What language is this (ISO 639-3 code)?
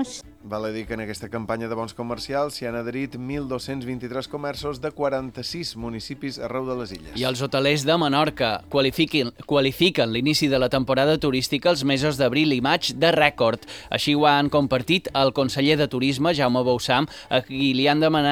cat